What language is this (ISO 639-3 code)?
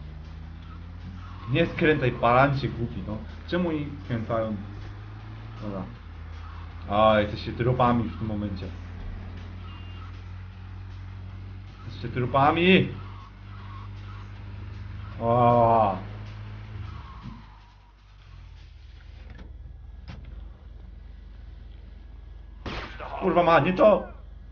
pol